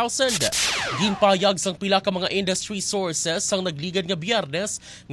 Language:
Hiligaynon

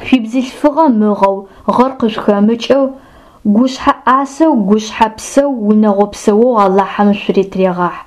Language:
Adyghe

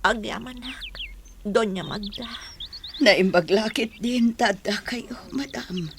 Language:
Iloko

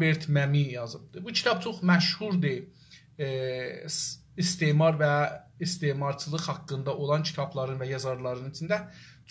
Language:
South Azerbaijani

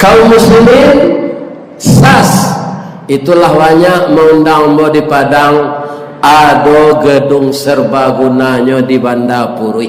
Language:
Minangkabau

